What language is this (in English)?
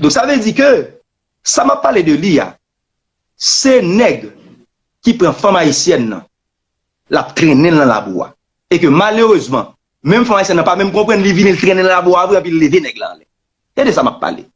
Haitian Creole